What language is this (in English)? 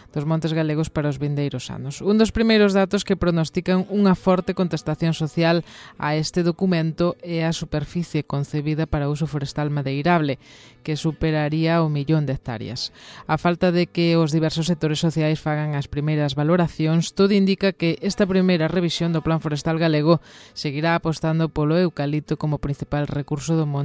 Galician